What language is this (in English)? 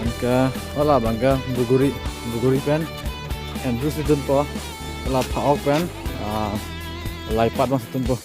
Karbi